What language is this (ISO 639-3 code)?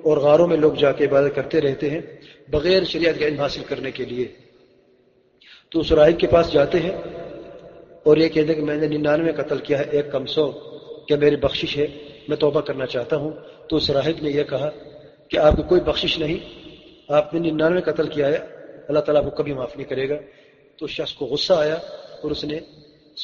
urd